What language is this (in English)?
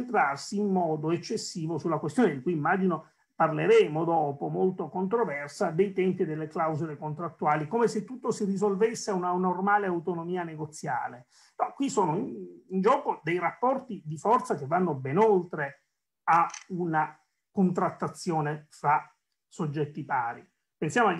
Italian